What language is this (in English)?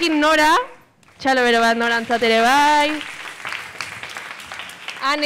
Basque